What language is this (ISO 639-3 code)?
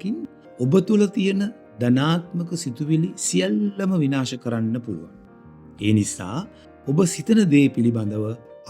sin